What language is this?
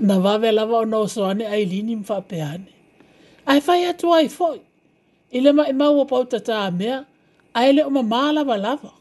Samoan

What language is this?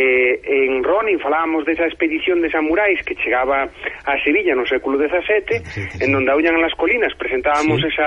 Galician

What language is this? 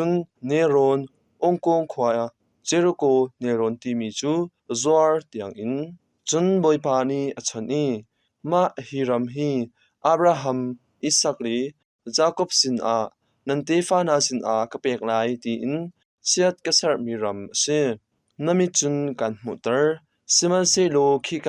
Hakha Chin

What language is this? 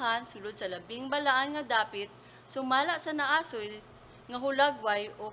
Cebuano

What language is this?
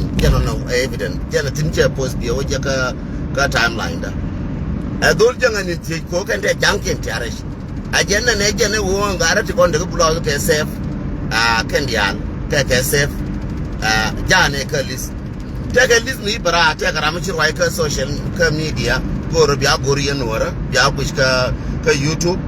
Nuer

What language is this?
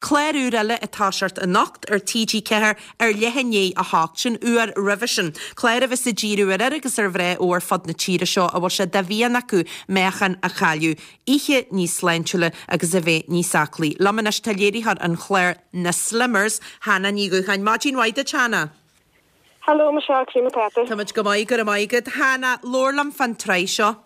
Irish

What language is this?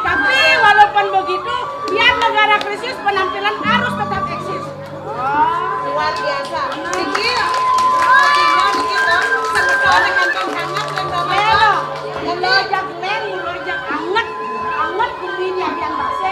Balinese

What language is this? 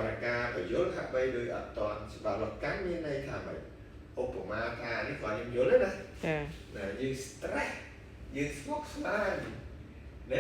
Khmer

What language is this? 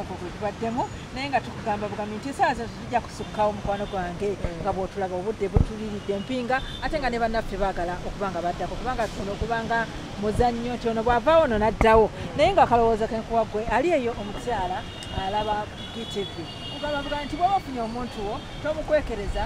Ganda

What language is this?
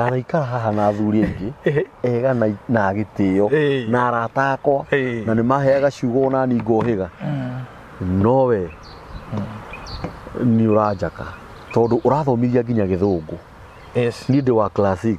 Kikuyu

